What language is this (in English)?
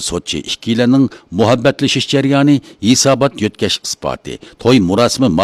Uyghur